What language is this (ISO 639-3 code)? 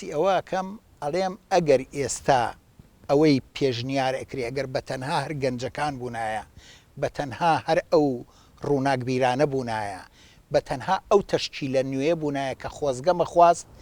ckb